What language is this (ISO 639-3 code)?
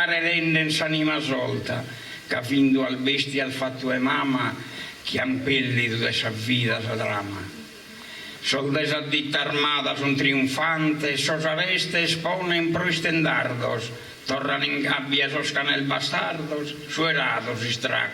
srd